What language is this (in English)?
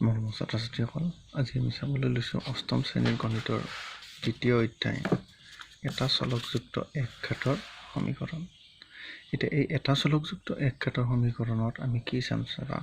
Assamese